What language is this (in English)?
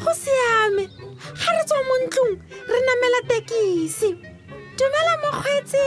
Tswana